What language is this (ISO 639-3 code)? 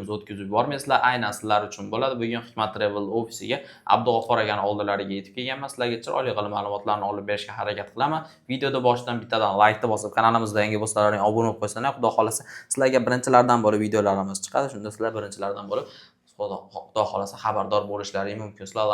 uzb